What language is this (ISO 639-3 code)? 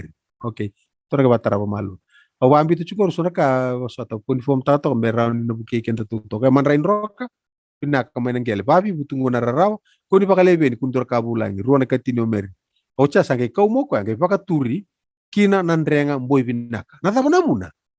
fij